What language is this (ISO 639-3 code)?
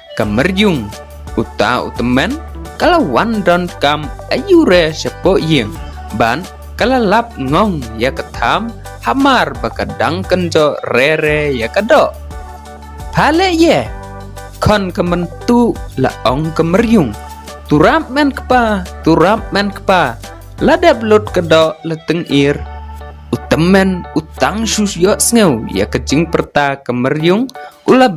kha